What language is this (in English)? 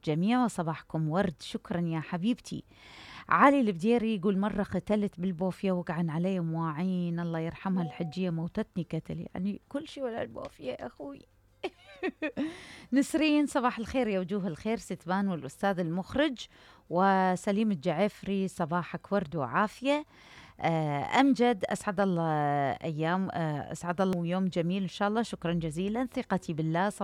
Mesopotamian Arabic